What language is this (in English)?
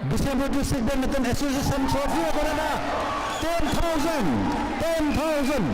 Manipuri